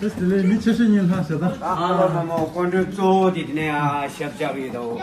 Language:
Tibetan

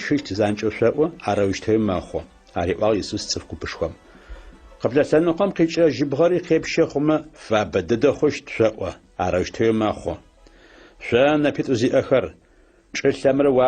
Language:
Adyghe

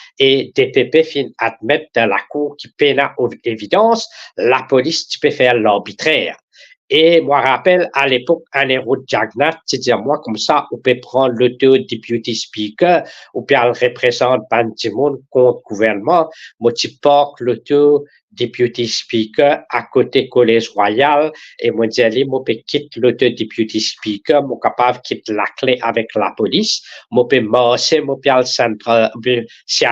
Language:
Morisyen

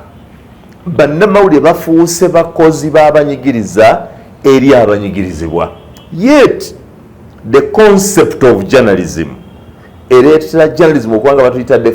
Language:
Ganda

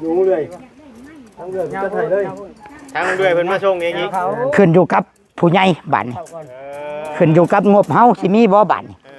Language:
Northeastern Thai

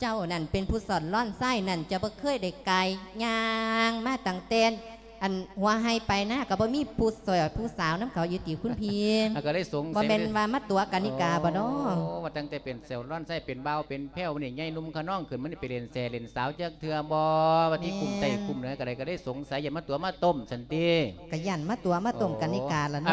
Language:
Lao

